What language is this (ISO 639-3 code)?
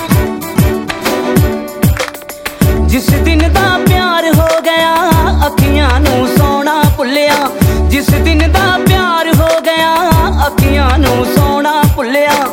pan